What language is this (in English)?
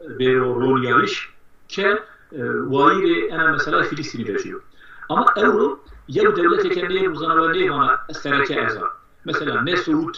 Zaza